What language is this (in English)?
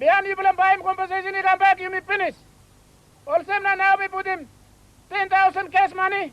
Tok Pisin